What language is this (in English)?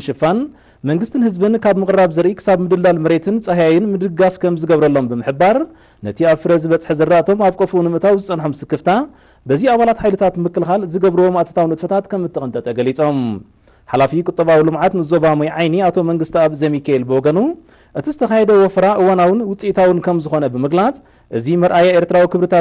Tigrinya